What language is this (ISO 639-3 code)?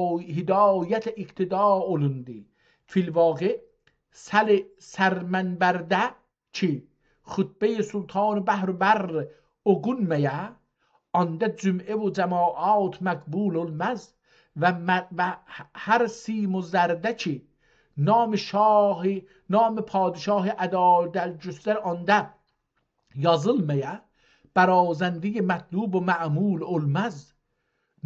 azb